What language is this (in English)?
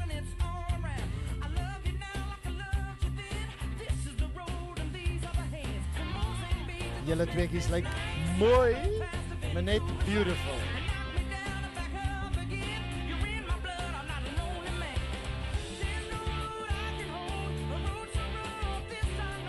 Afrikaans